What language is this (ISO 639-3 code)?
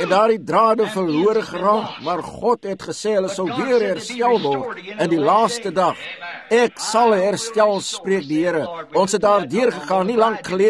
afr